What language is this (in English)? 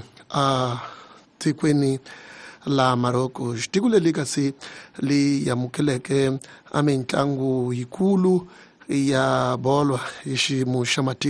Tsonga